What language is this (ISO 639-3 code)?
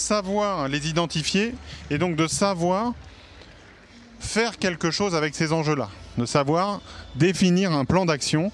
fra